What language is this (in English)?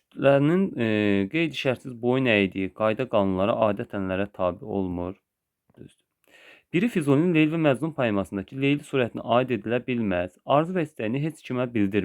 Azerbaijani